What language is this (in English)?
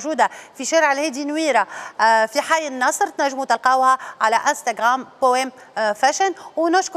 Tunisian Arabic